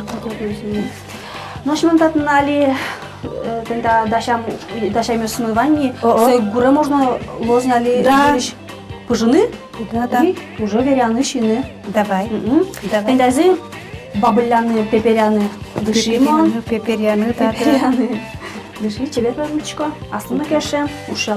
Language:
Udmurt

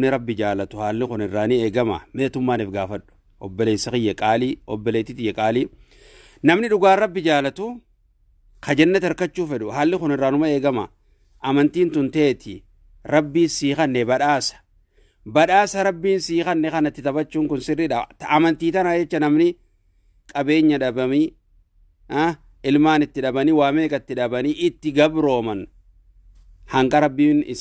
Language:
Oromo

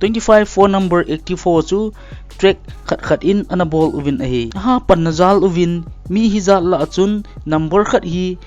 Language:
Thado Chin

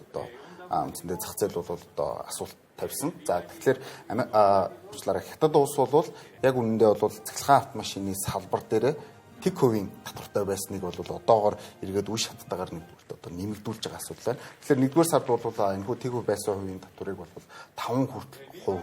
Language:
Mongolian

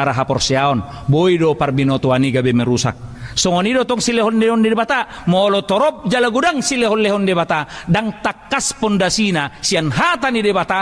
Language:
Batak Toba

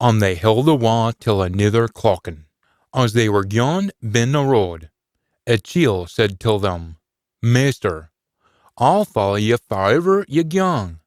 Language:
Scots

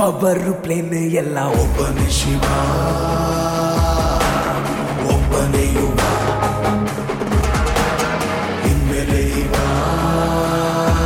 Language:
Kannada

